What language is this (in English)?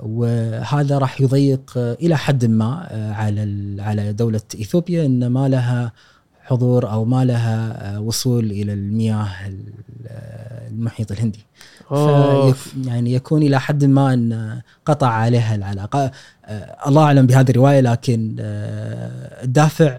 Gulf Arabic